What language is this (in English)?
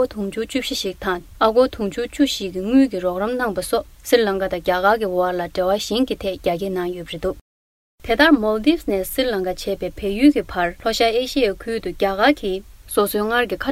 Tibetan